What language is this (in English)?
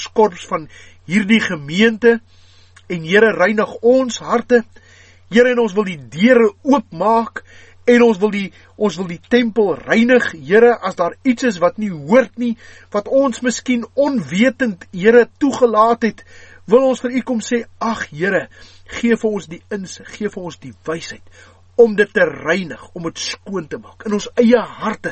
Afrikaans